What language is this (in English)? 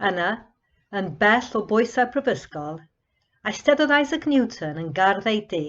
Welsh